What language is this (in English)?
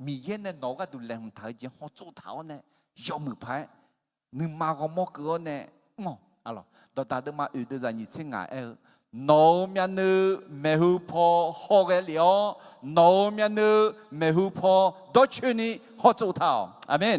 Akha